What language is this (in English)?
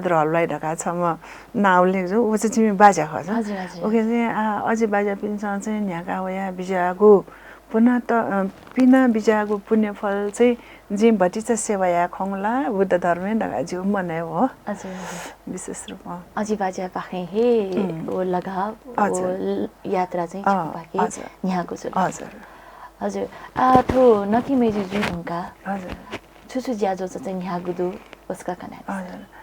Newari